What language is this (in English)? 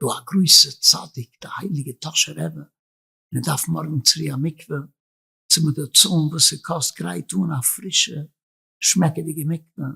Yiddish